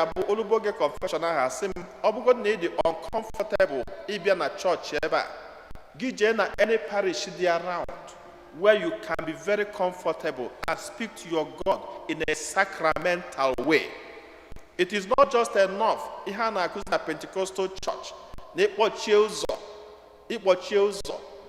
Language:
Igbo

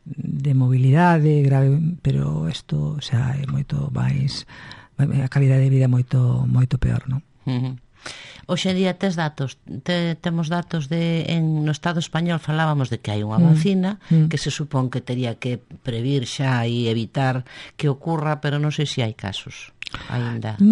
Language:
Galician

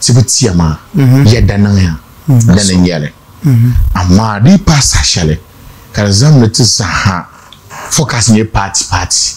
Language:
Dagbani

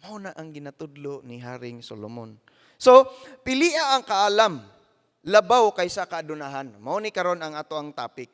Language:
Cebuano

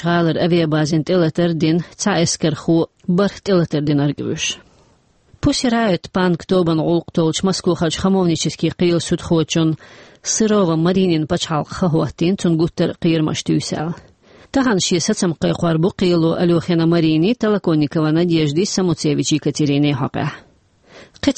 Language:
Chechen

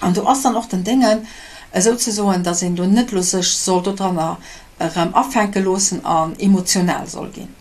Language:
Luxembourgish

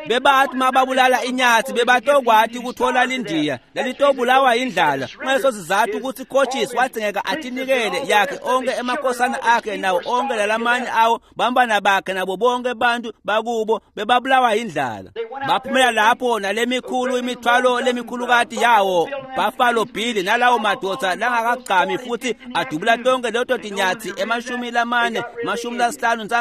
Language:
Swati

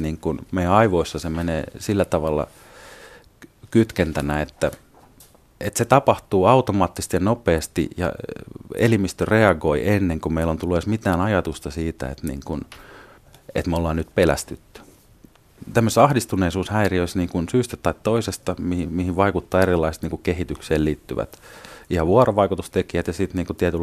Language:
Finnish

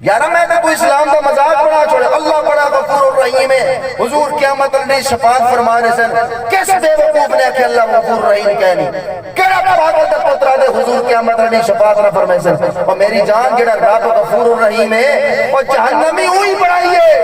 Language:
Saraiki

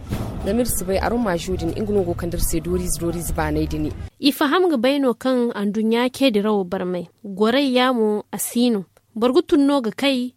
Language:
Zarma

